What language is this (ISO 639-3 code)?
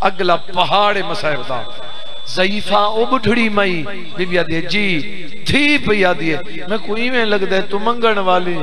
skr